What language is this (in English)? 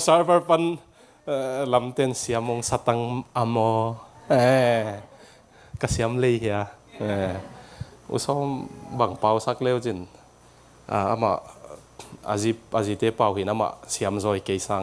Tedim Chin